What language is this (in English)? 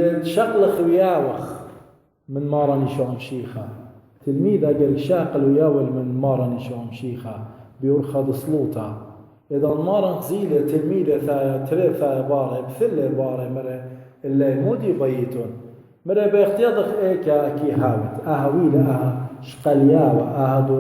Assyrian Neo-Aramaic